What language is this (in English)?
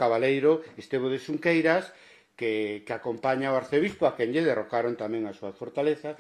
Galician